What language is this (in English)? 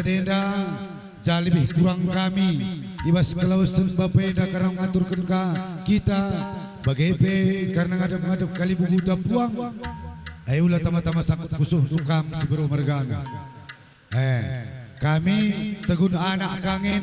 Batak Karo